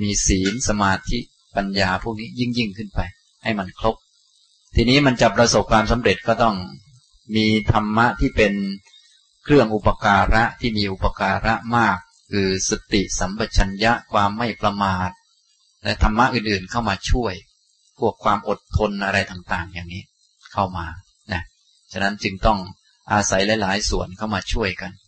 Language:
Thai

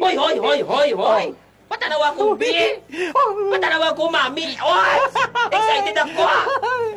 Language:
Hiligaynon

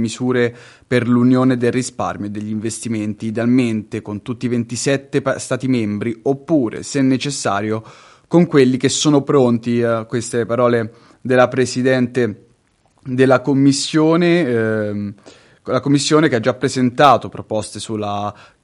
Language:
Italian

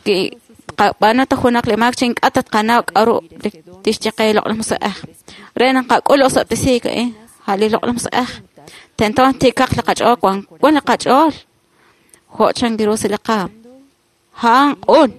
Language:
Kekchí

